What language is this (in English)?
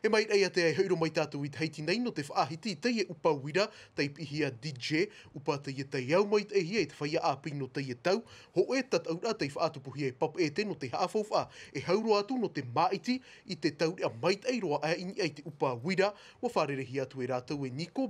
Tahitian